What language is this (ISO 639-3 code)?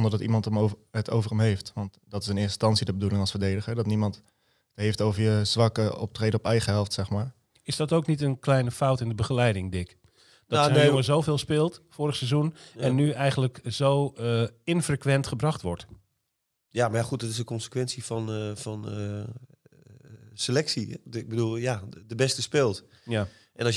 nld